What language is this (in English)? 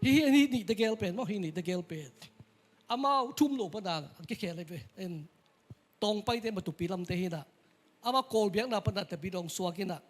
Tedim Chin